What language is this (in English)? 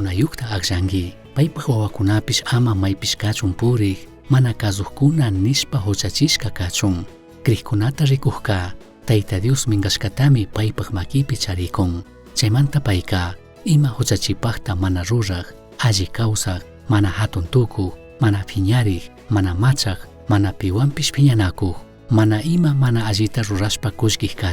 Chimborazo Highland Quichua